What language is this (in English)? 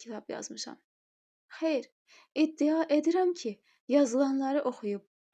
Azerbaijani